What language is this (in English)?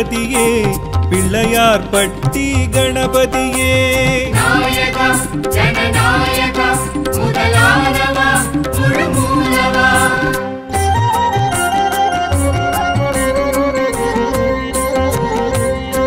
Tamil